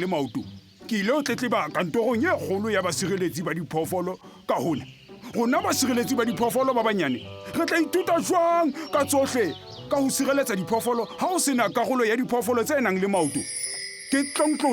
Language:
Southern Sotho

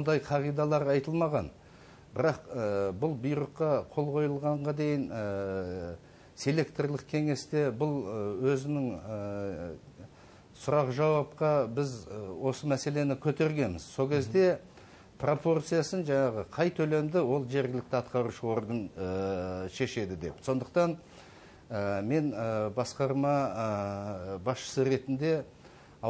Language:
Kazakh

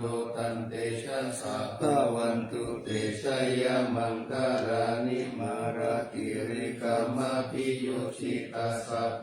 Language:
Pali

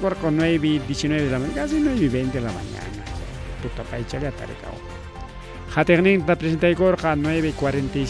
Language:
Ayacucho Quechua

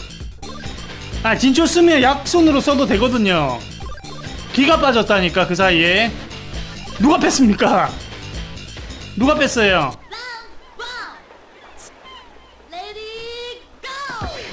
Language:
Korean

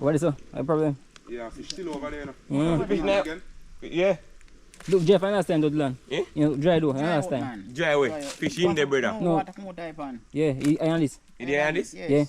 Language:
Jamaican Creole English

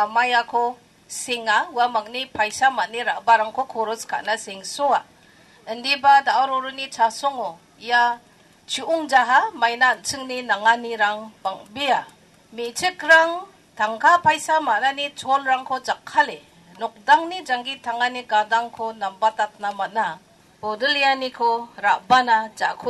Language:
Garo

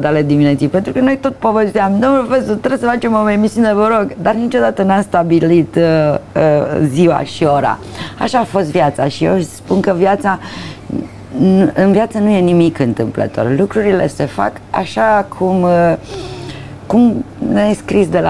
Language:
Romanian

